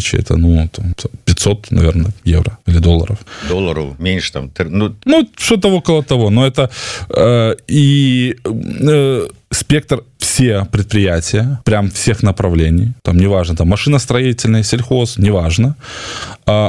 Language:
Russian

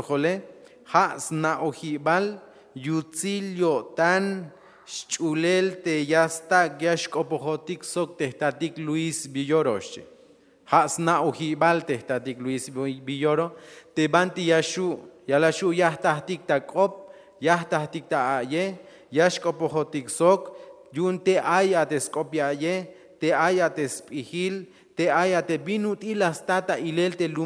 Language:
Tzeltal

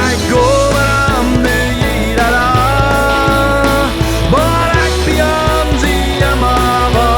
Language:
Plautdietsch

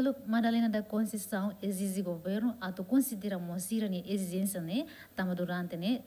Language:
Tetum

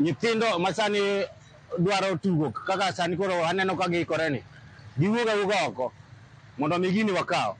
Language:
Luo (Kenya and Tanzania)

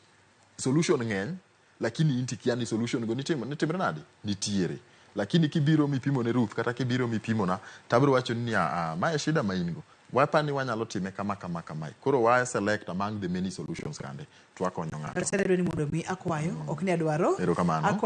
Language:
Luo (Kenya and Tanzania)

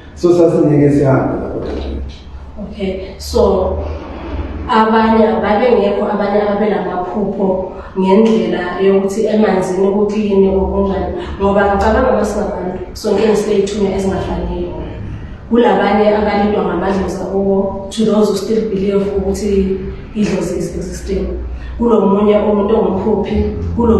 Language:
Zulu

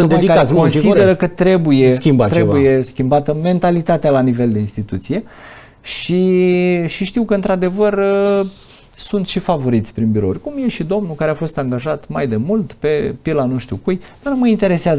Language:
Romanian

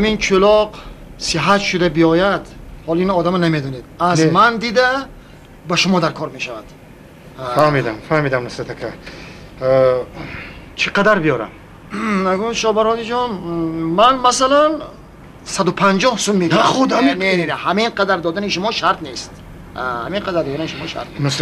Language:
Tajik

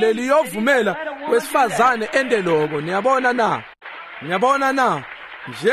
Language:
Swati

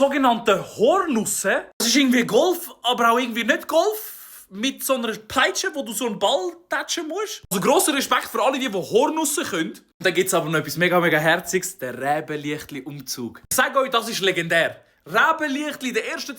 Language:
Swiss German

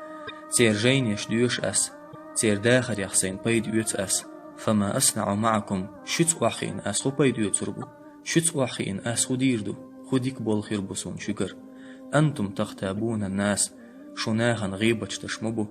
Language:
Chechen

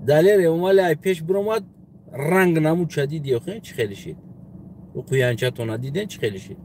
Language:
Tajik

